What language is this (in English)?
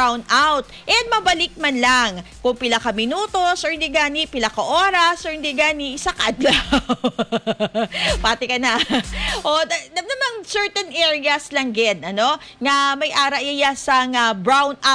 Hiligaynon